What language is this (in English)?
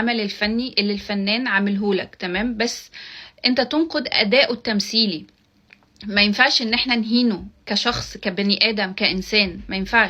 Egyptian Arabic